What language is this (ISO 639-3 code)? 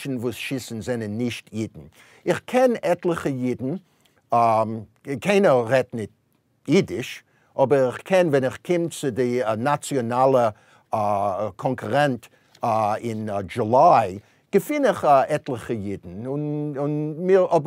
yid